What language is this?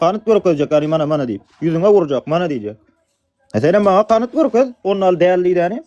Turkmen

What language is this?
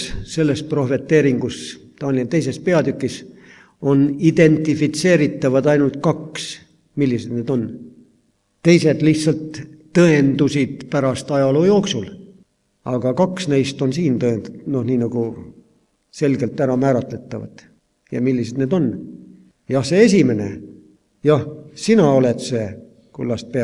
Estonian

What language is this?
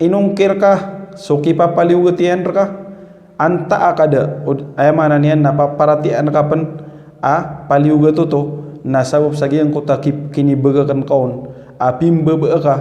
Maranao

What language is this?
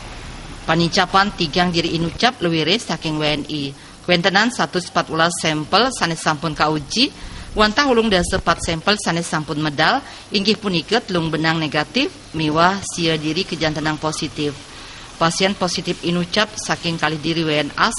Balinese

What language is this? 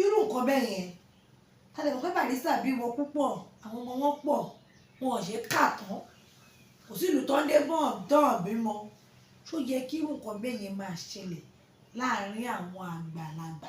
Yoruba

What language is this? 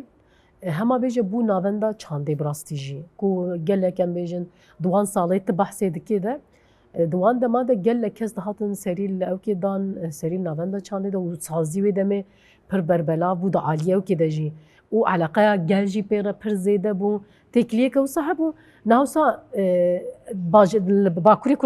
Kurdish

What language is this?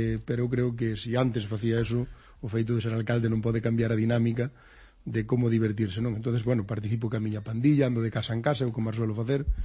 Galician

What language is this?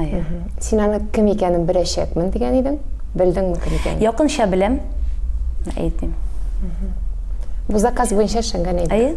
Tatar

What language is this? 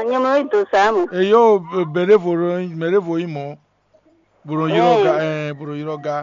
Fon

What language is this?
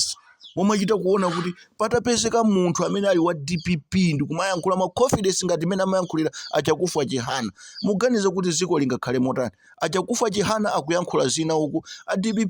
Nyanja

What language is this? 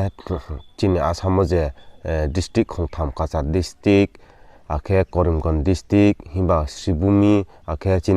Riang (India)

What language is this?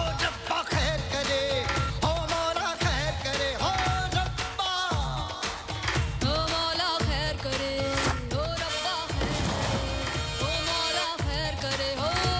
Hindi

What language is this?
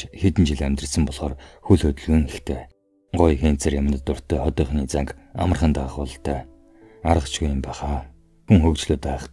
Mongolian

